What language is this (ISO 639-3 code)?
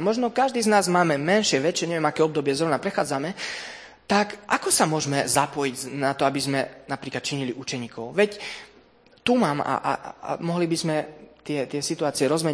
slk